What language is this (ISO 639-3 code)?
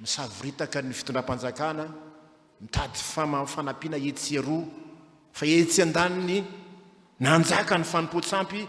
mlg